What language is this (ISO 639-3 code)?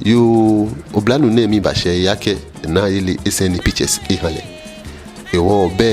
gaa